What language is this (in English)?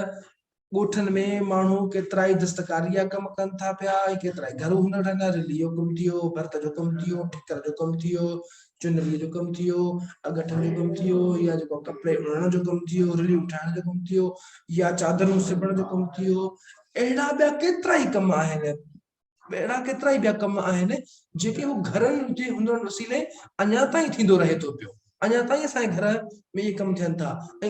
Sindhi